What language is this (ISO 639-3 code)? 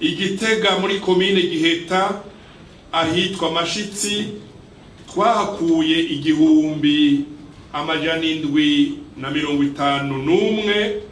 run